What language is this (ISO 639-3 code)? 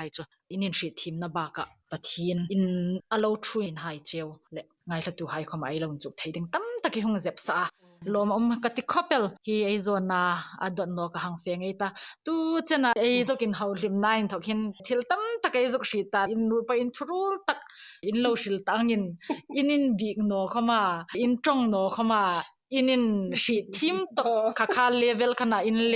hmr